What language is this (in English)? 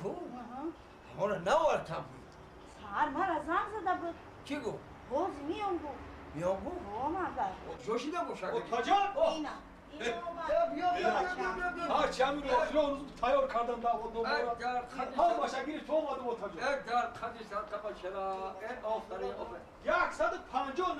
Tajik